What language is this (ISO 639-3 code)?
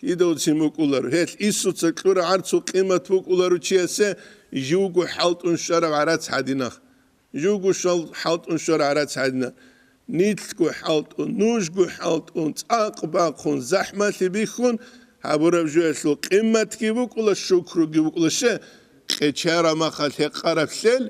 ava